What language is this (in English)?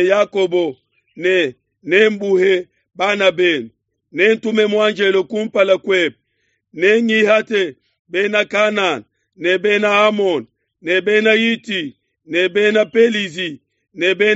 Luba-Lulua